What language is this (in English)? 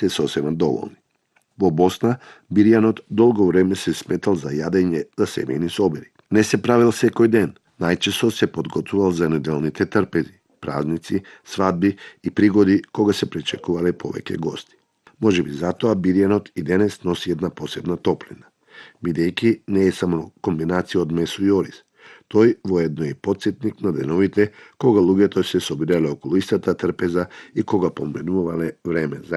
Macedonian